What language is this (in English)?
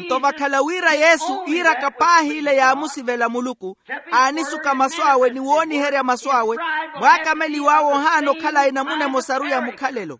Makhuwa